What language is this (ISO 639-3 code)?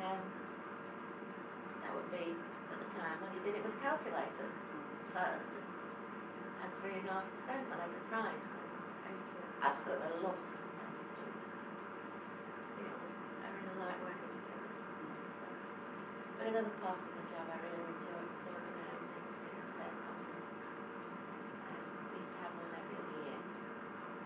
eng